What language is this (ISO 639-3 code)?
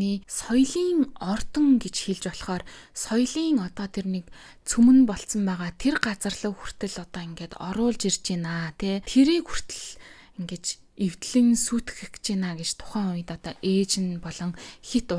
mon